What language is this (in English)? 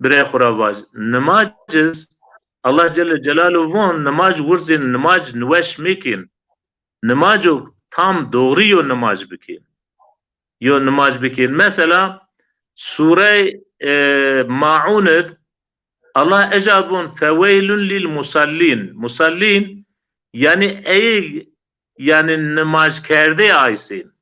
Zaza